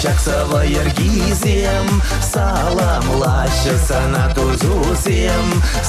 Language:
Chuvash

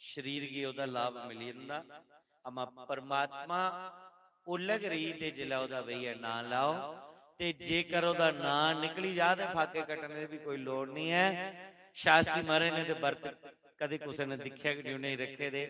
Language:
Dogri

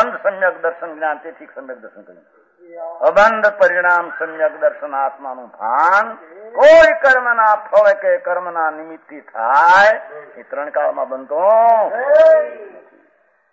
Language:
Gujarati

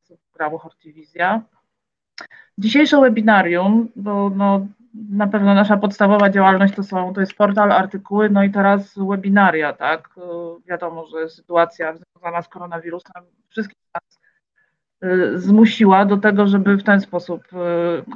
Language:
Polish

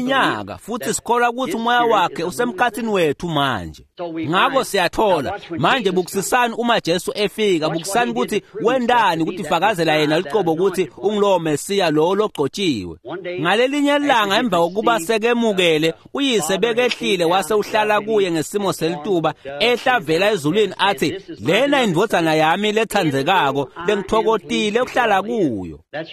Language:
Swati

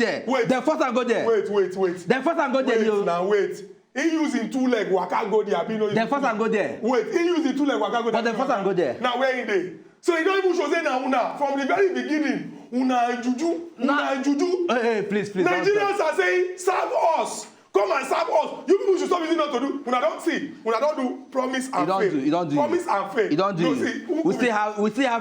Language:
Nigerian Pidgin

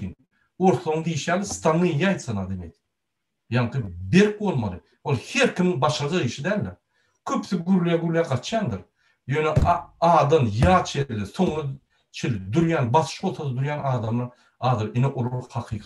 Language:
Turkmen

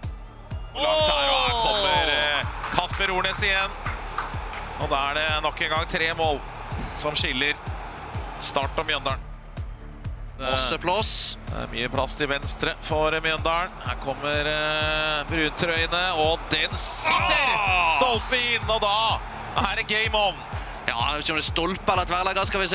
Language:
Norwegian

